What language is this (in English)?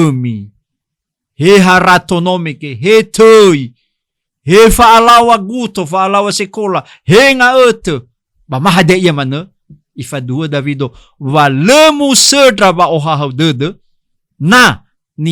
Nias